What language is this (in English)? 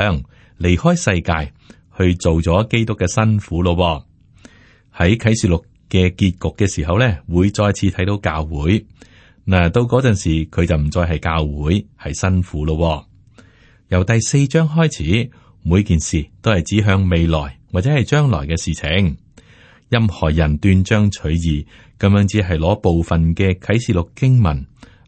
Cantonese